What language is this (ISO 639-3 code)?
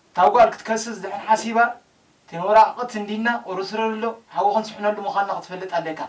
tir